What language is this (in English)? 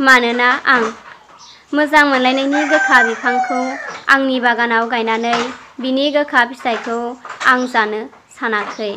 Bodo